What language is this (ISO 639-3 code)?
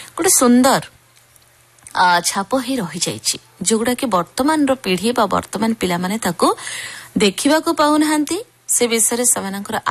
ori